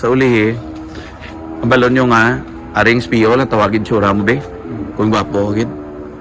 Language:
Hiligaynon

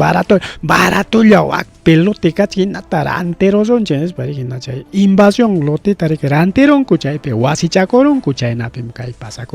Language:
Ayacucho Quechua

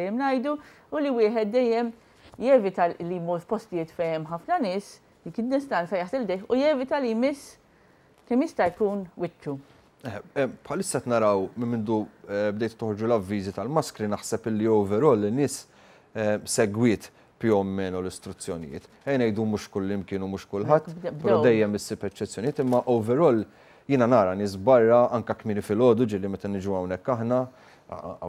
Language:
Maltese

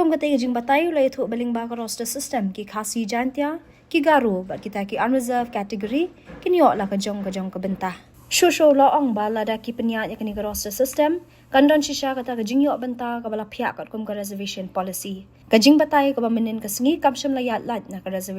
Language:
Khasi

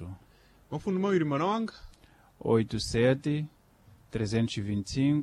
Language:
Sena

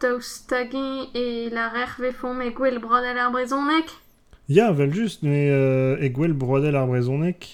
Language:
Breton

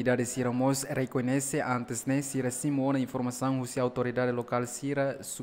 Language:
Tetum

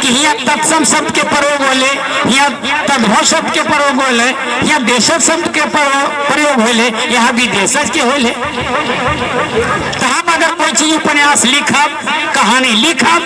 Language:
Magahi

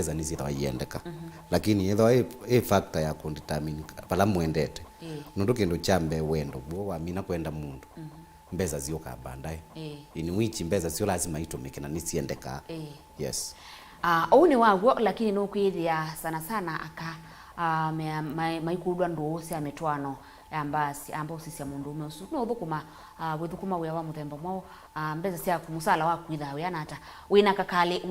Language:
Kamba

